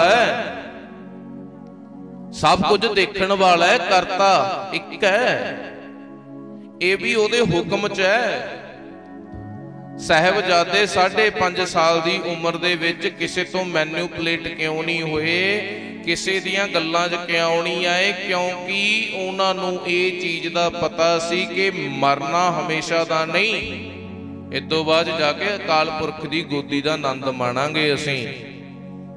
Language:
Punjabi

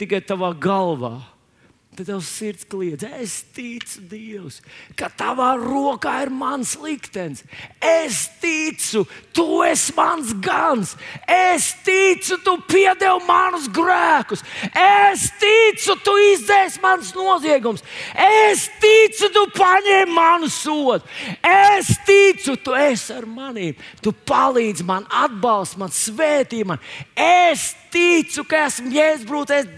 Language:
Latvian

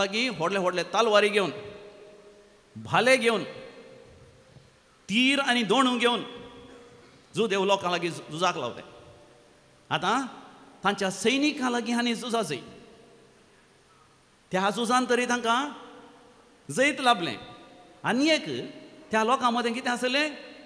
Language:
Konkani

